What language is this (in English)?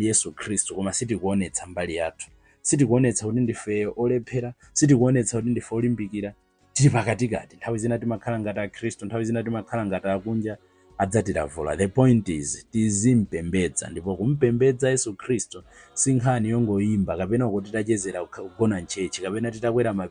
Nyanja